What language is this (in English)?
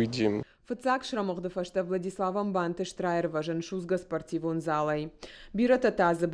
Ossetic